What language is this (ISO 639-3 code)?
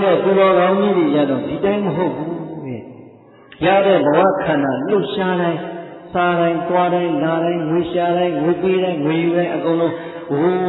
mya